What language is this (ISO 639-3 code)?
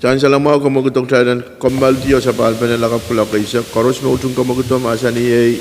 pon